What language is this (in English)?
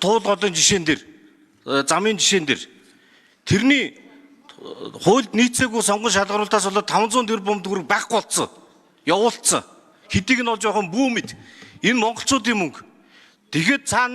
Mongolian